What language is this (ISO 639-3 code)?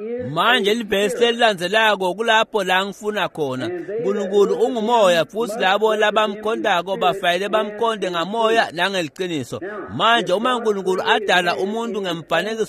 ssw